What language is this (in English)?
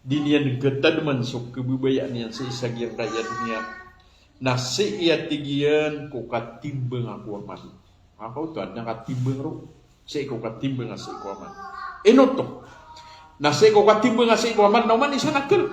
Maranao